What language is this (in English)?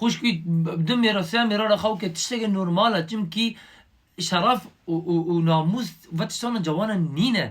Kurdish